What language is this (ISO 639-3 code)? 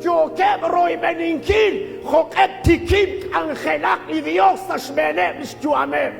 kek